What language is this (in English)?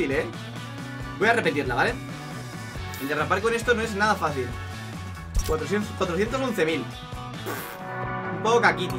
Spanish